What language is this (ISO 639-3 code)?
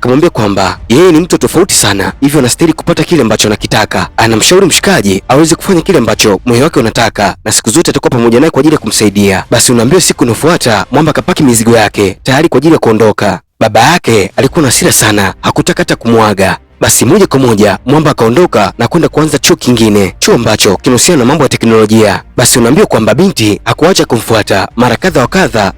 swa